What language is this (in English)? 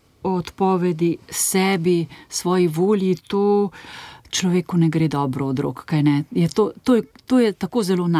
Slovenian